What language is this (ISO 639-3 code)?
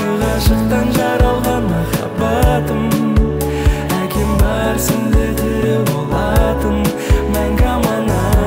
kaz